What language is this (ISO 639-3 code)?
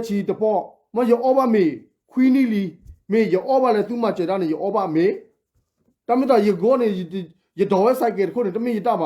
ksw